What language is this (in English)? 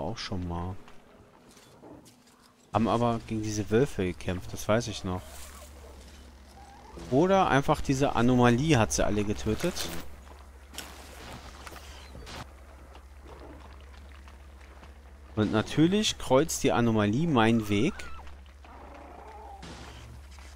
German